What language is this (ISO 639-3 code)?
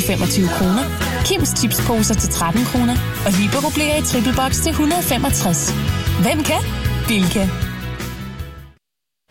dan